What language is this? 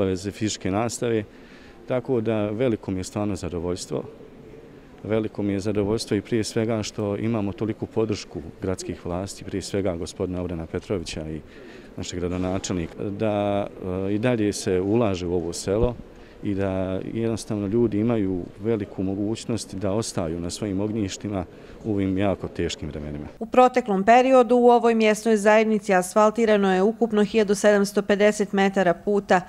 Bosnian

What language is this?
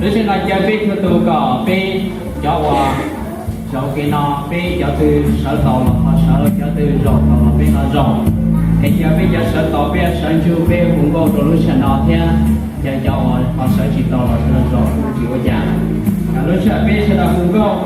Hmong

